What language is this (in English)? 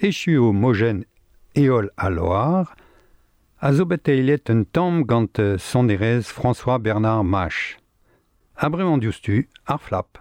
Breton